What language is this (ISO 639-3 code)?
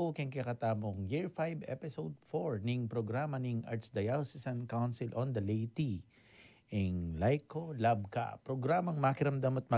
pam